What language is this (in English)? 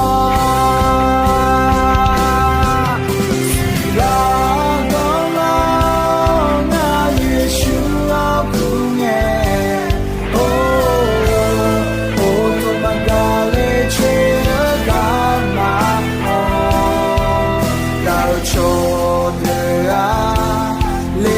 Akha